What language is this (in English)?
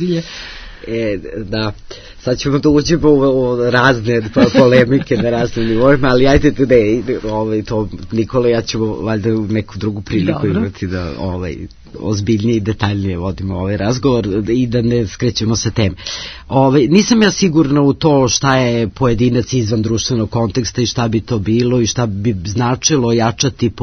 Serbian